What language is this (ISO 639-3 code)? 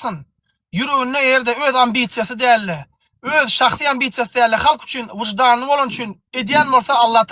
tuk